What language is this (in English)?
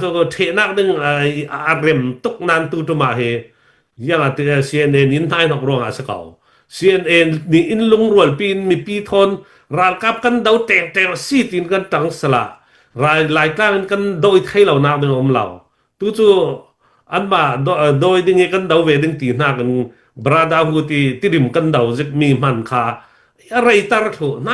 Hakha Chin